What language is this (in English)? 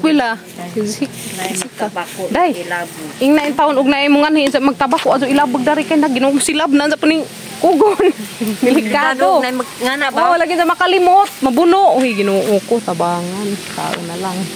Cebuano